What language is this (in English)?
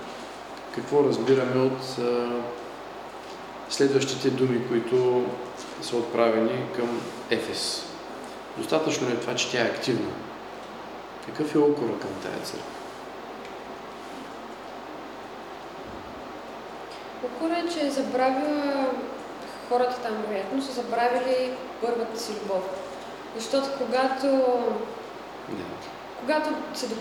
Bulgarian